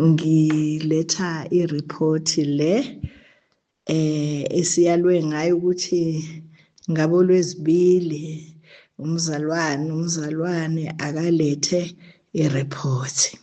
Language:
Zulu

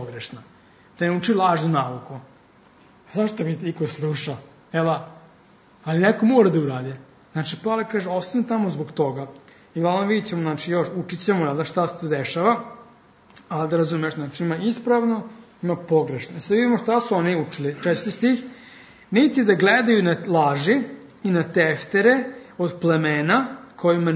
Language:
Serbian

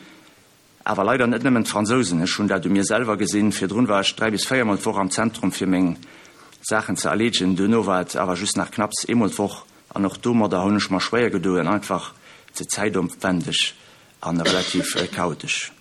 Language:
Luxembourgish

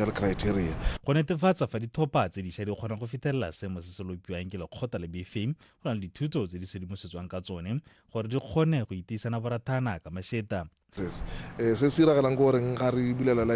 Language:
Tswana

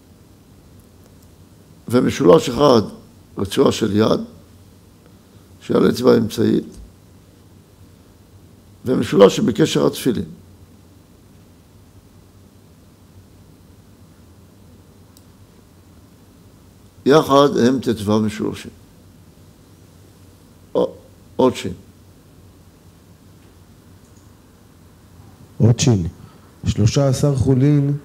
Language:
Hebrew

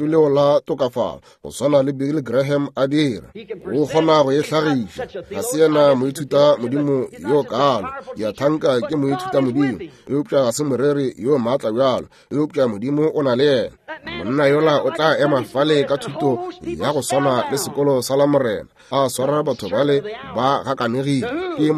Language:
Northern Sotho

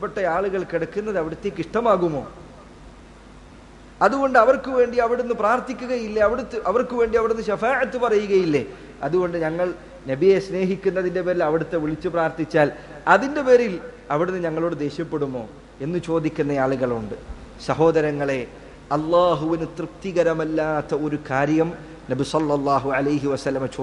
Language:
Malayalam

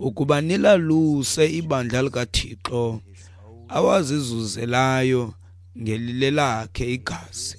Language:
Xhosa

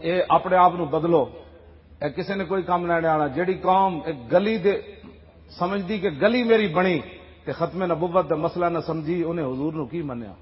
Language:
Western Panjabi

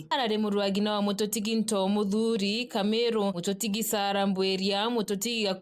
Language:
Meru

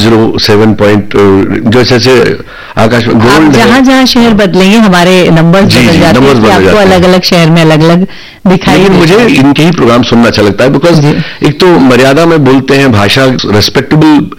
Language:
Hindi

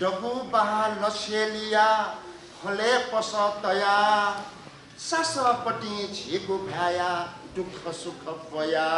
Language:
Newari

